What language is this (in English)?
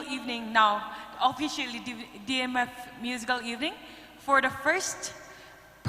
Tangkhul Naga (India)